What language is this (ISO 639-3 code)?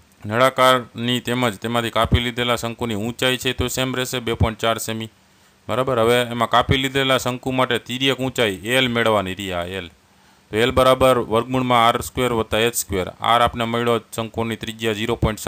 guj